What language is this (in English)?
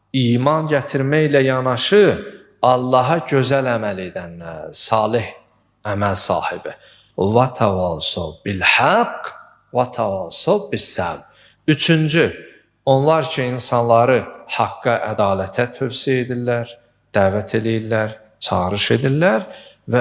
Azerbaijani